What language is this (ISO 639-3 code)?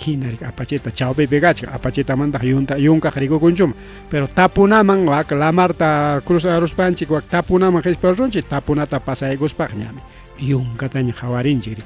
quy